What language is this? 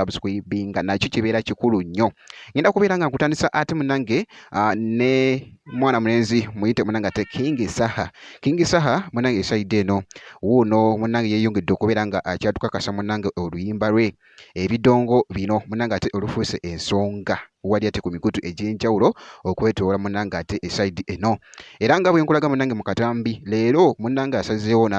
Ganda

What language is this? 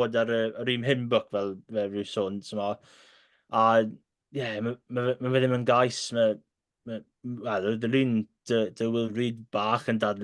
Welsh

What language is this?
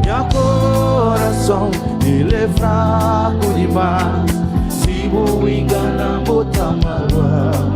Kabuverdianu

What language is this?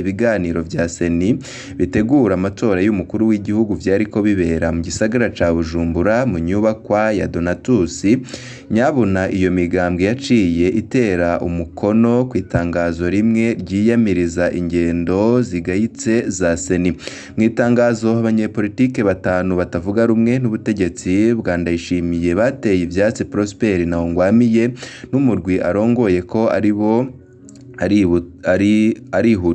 Rundi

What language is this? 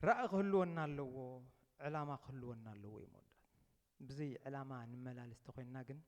Tigrinya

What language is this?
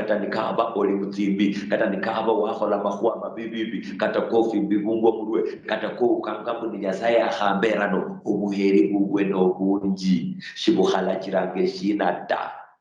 Luyia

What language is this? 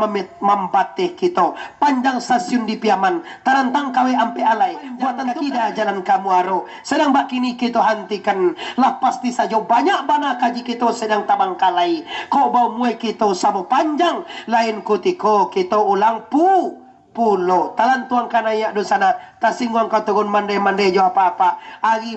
Minangkabau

